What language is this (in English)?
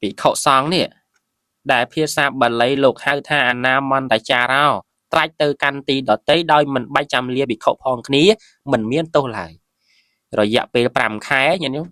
Khmer